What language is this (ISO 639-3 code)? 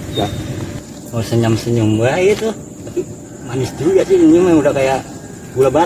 bew